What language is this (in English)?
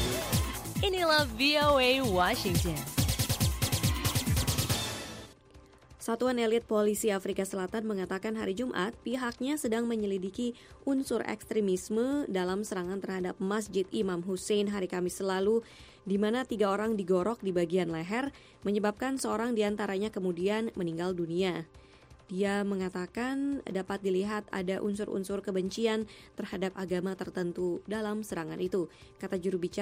Indonesian